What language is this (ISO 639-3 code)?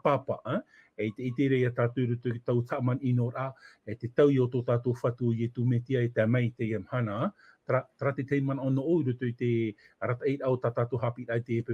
tah